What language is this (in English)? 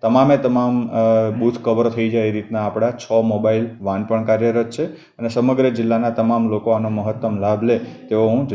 Gujarati